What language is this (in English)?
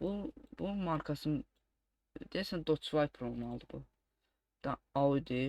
Azerbaijani